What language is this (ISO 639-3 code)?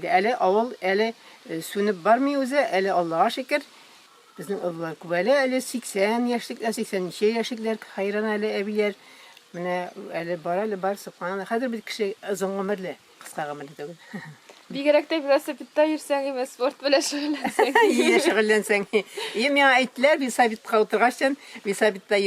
tat